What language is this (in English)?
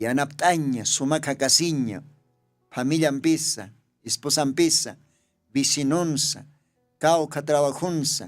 Aymara